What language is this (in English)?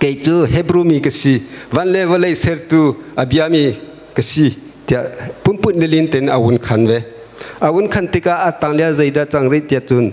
Hakha Chin